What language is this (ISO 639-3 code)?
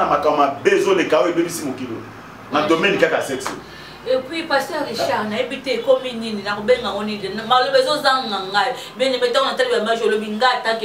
lin